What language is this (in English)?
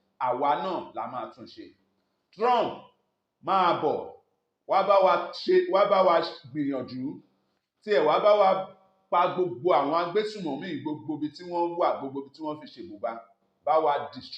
Yoruba